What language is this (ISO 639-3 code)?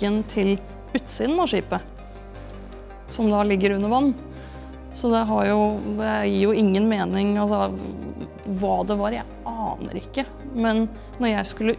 nor